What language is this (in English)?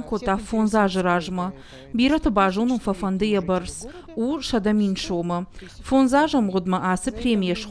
Ossetic